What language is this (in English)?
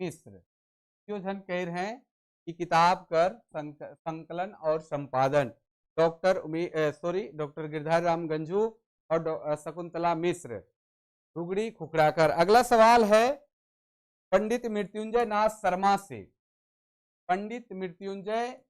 Sadri